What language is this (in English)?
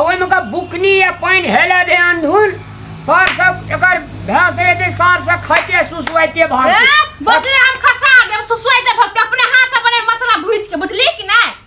Maithili